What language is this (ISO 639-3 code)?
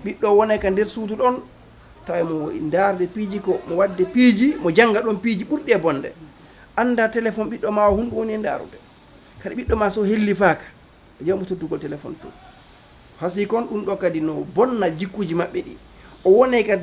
ful